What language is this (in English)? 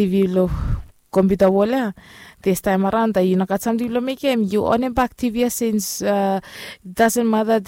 Bislama